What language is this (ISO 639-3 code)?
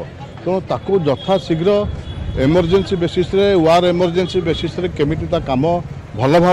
ori